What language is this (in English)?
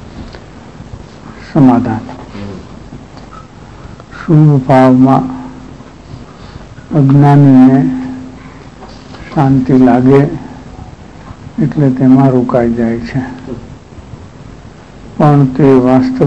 Gujarati